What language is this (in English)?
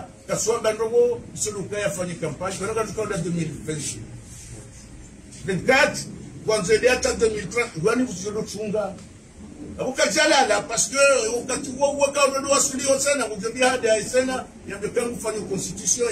Swahili